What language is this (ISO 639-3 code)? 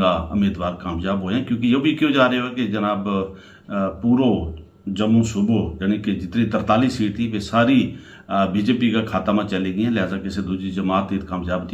gju